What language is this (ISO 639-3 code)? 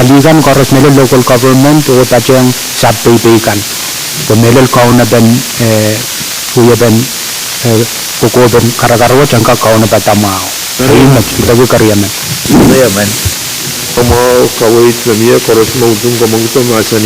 pon